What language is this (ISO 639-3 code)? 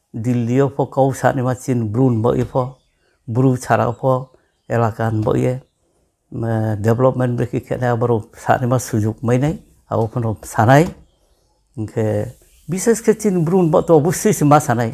ria